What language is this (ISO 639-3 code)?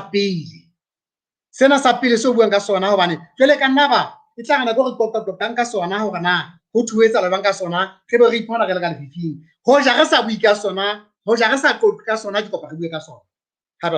sot